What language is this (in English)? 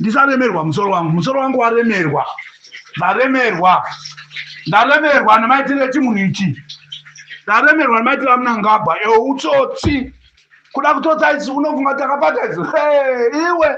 Shona